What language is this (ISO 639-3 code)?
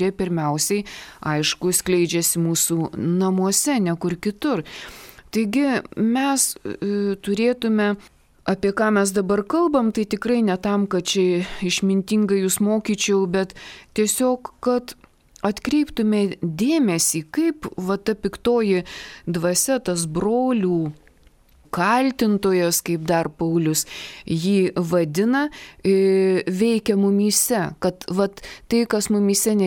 lit